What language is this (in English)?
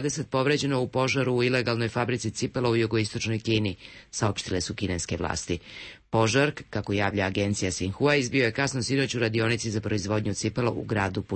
Serbian